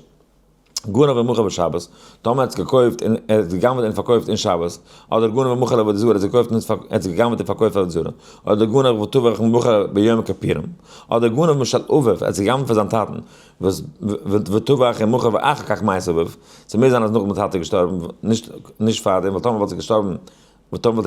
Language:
Yiddish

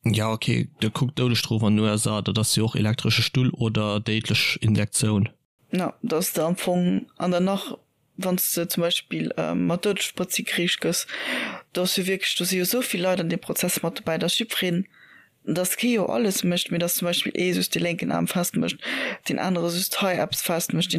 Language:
Luxembourgish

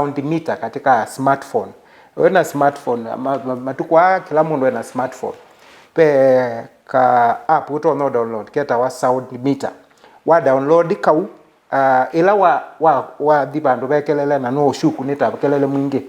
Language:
Kamba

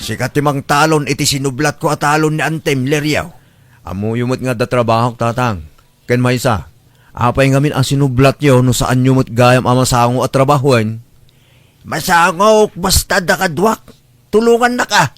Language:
Iloko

